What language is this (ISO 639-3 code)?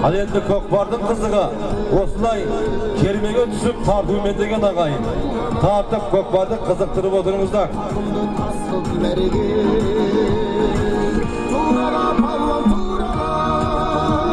kaz